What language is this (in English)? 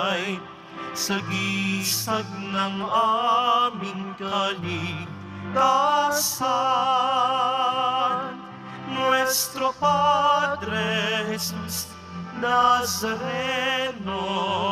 Filipino